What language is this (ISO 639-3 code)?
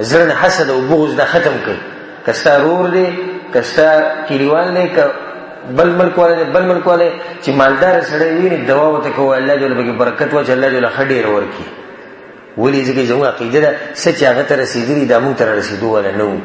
pus